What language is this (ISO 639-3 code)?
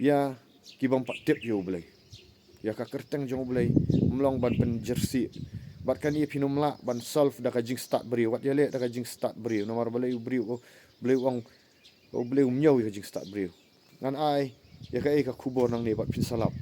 kha